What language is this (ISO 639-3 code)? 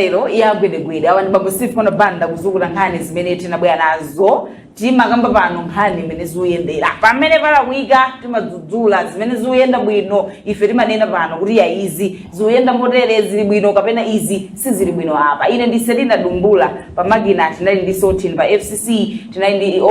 nya